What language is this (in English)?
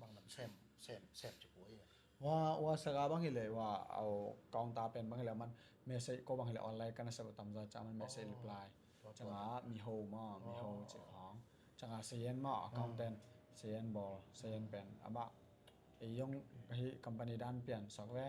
Tedim Chin